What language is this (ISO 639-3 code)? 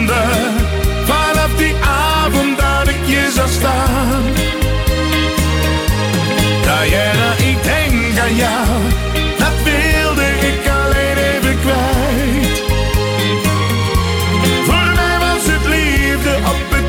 nld